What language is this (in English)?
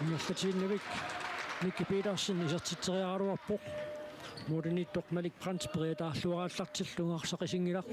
Kalaallisut